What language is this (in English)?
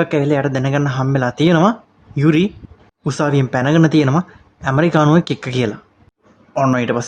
Sinhala